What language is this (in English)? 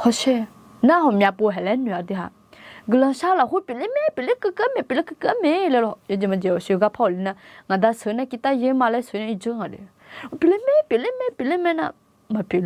Akha